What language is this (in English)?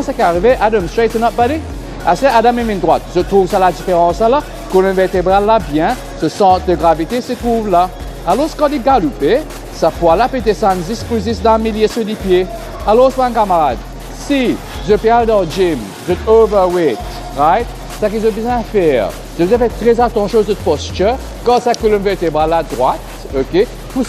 Morisyen